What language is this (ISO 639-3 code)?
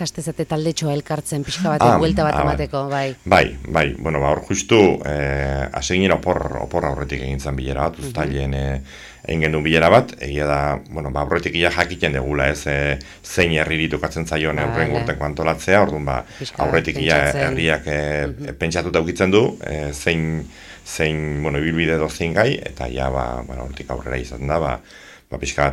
eus